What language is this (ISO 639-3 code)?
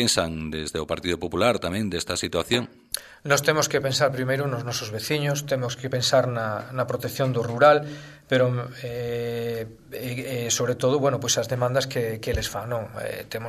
glg